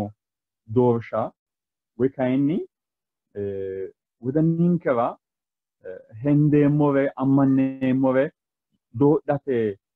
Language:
Sidamo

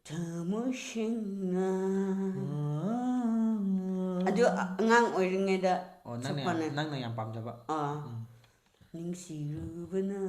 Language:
Manipuri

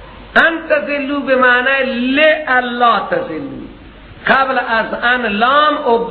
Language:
Persian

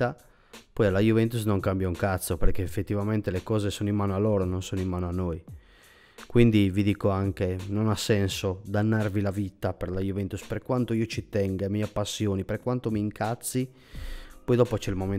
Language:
Italian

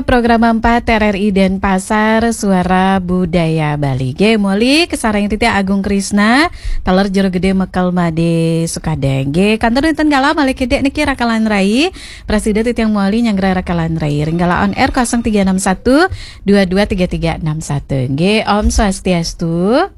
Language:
Balinese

